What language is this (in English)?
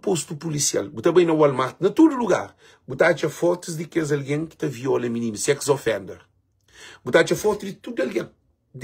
Kabuverdianu